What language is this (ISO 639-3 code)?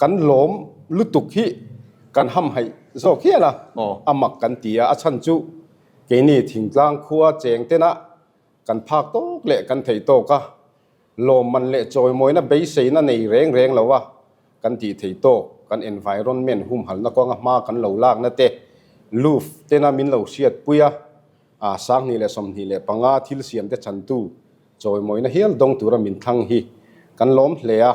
lus